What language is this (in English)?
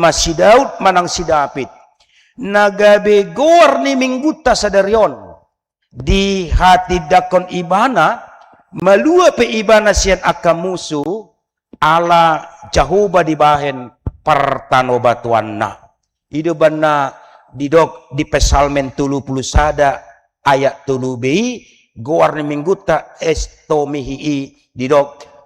Batak Toba